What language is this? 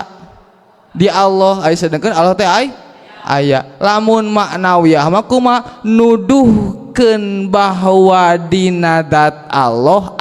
Sundanese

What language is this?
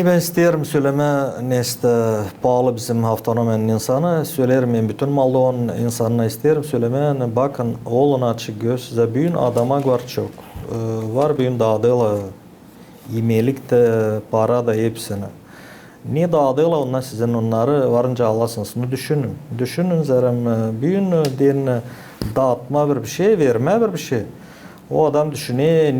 Gagauz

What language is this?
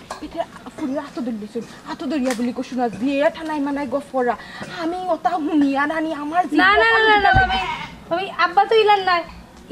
Sylheti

